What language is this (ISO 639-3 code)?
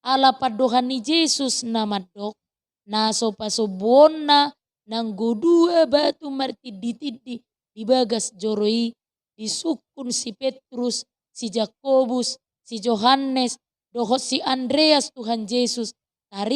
bbc